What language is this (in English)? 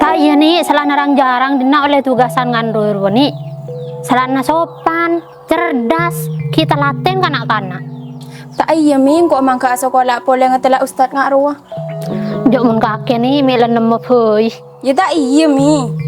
Madurese